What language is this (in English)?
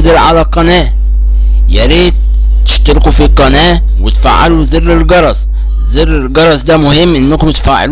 Egyptian Arabic